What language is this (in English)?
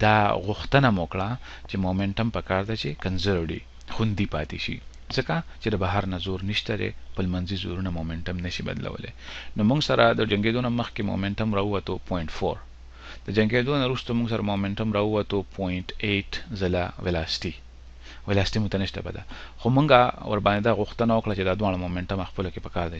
Pashto